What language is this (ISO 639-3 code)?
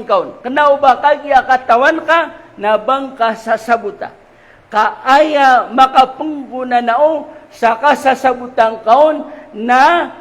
mrw